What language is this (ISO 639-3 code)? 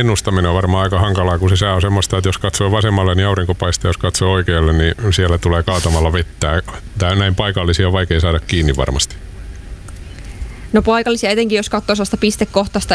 fin